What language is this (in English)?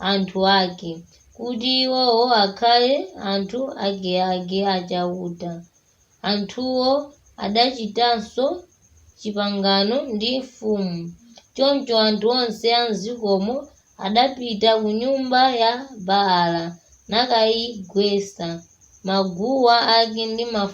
Nyanja